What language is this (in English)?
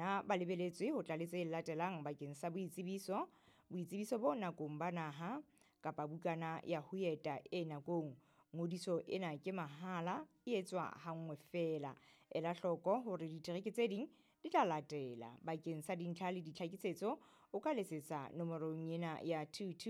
Southern Sotho